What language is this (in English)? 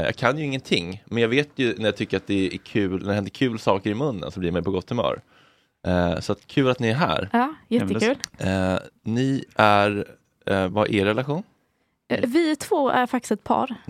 Swedish